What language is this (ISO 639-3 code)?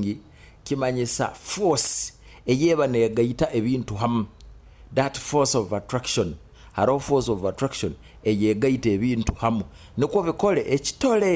nyo